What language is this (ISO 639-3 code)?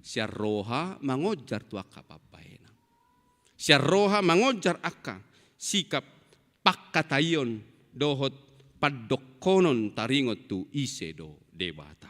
bbc